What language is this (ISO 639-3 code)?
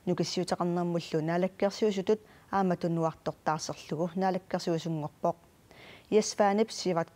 kal